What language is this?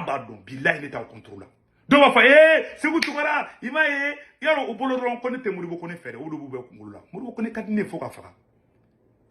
Bambara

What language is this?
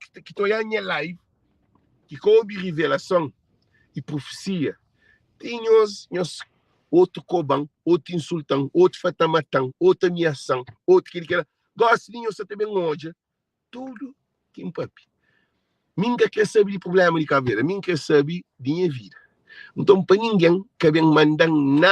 Kabuverdianu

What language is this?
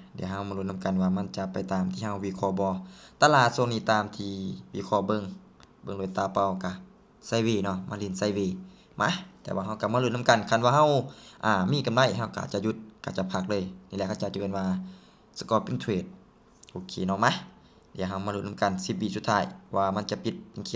Lao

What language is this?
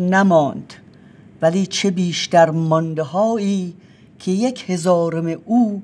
Persian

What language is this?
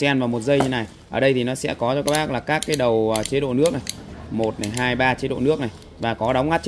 Vietnamese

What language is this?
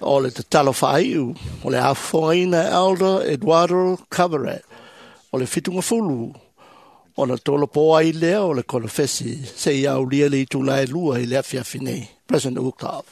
Samoan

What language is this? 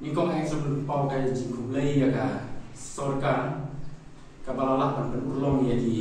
Khasi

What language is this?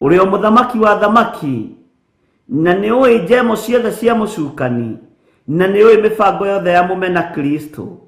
Kikuyu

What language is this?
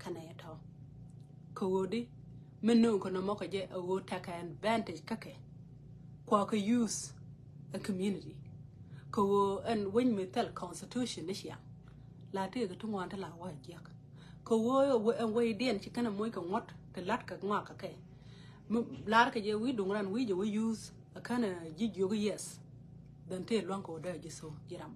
Nuer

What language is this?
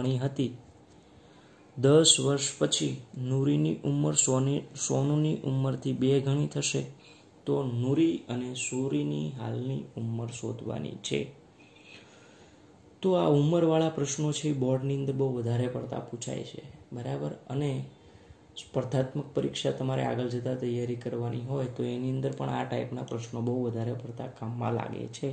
Gujarati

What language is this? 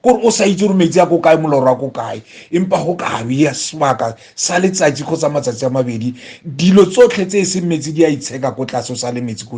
Tswana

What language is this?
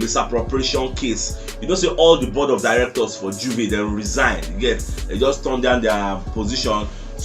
Nigerian Pidgin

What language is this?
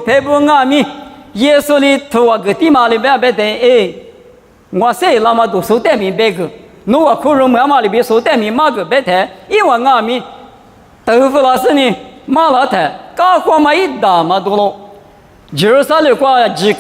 Lisu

